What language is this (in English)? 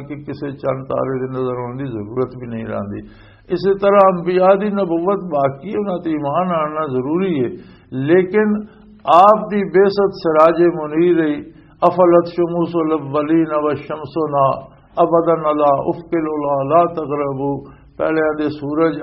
Western Panjabi